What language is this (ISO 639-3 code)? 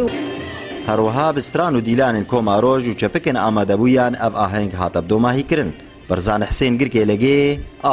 kur